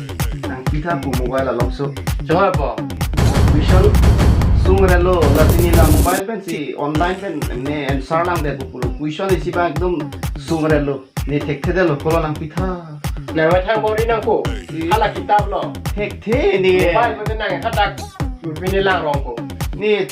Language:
Karbi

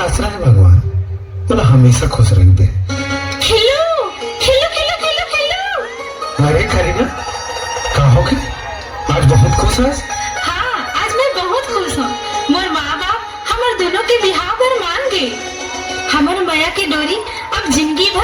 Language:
Chhattisgarhi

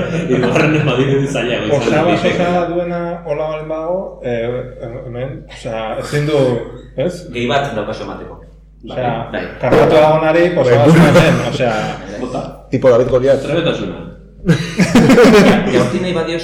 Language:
Basque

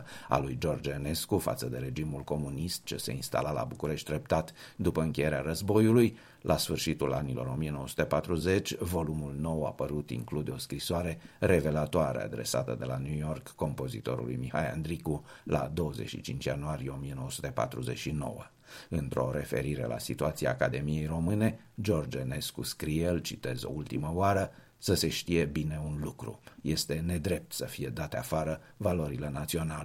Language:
Romanian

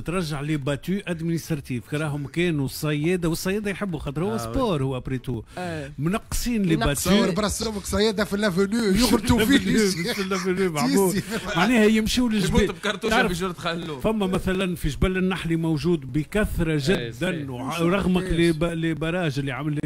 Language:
Tunisian Arabic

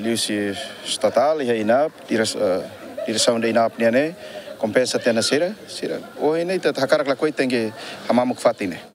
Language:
Tetum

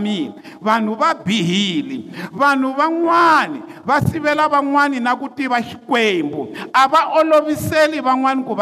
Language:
Tsonga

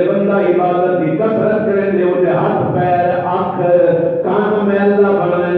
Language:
Saraiki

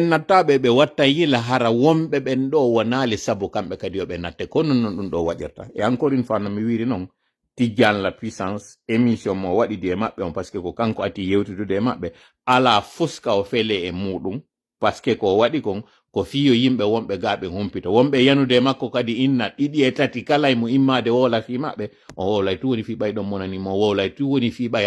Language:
Fula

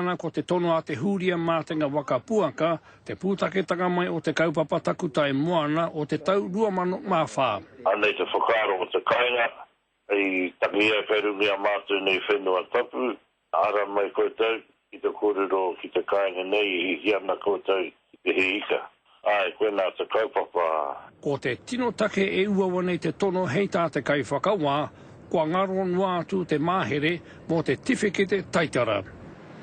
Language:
Māori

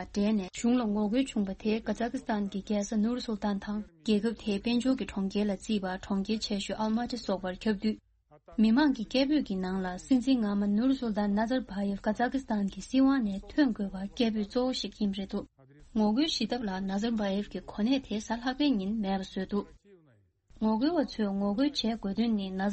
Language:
Tibetan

